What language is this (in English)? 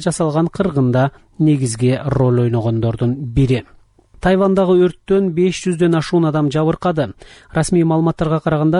Kyrgyz